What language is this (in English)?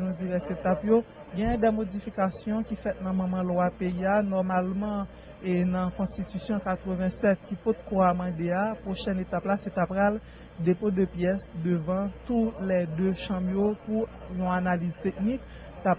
Haitian Creole